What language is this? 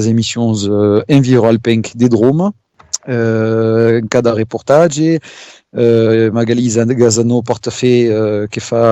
Occitan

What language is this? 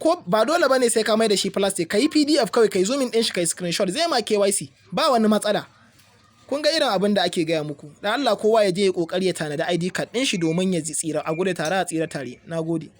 Hausa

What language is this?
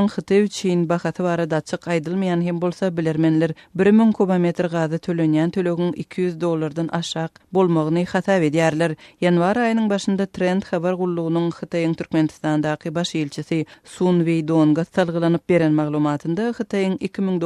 Turkmen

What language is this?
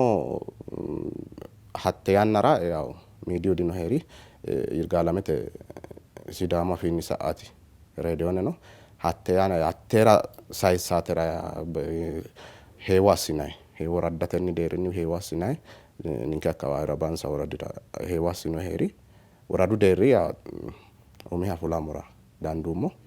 Sidamo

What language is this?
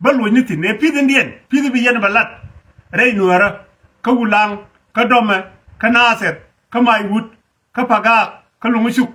Nuer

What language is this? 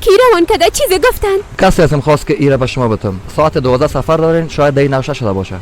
Persian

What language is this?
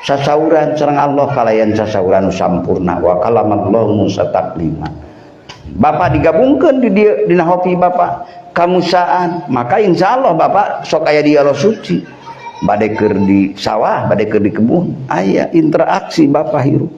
Sundanese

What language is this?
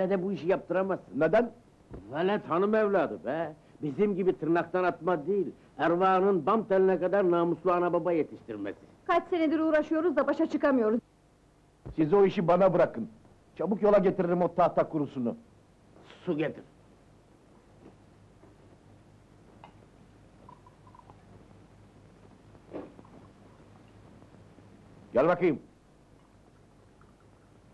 Turkish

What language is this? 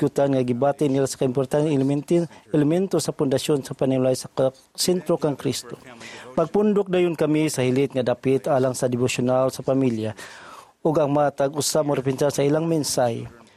Cebuano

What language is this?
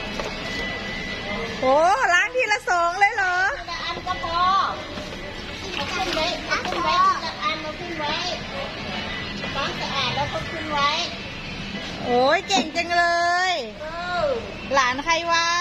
Lao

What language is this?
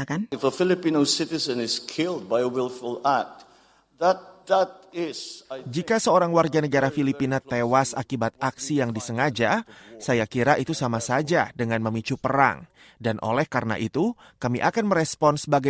Indonesian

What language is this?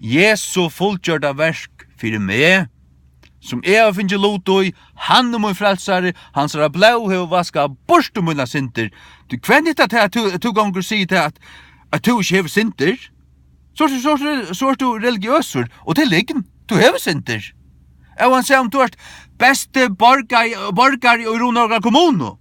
Faroese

